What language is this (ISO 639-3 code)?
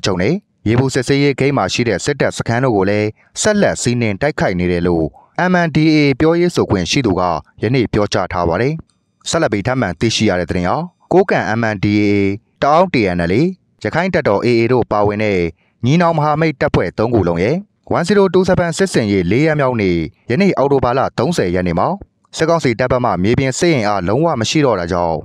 mya